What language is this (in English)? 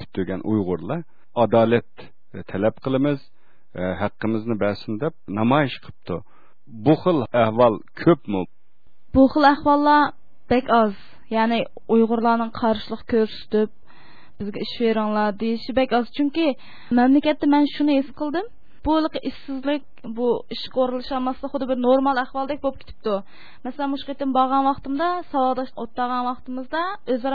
Uyghur